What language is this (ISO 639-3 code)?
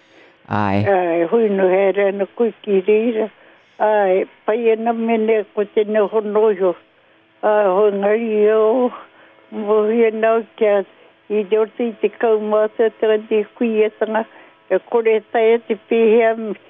mri